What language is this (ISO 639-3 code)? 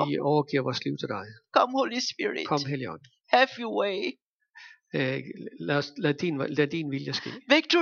dan